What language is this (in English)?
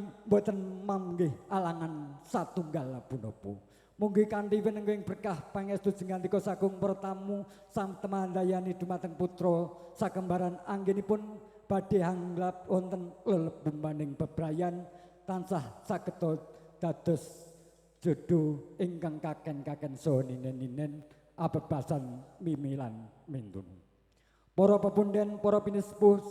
Javanese